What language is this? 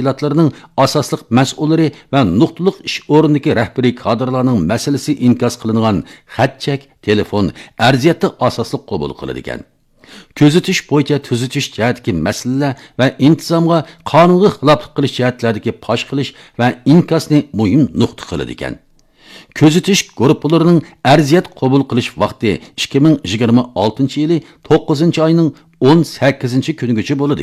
Uyghur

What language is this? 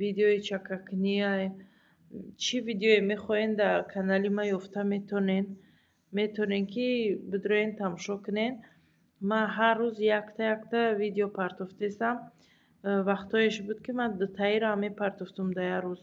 Tajik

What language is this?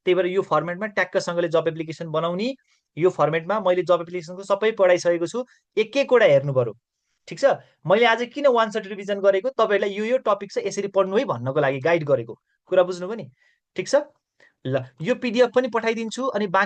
Nepali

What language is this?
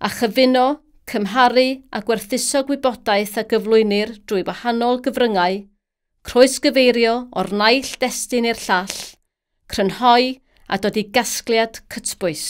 Welsh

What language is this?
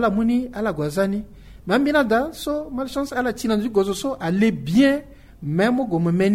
Sango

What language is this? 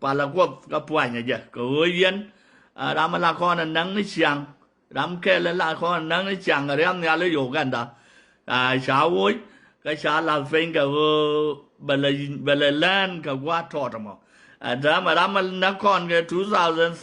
Nuer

